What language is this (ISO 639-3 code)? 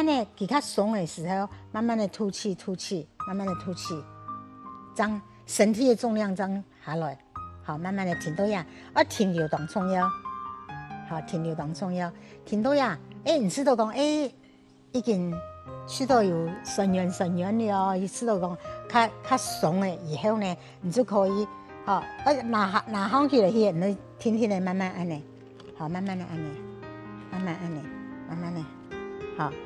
hak